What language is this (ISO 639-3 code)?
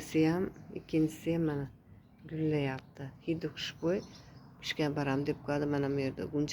uzb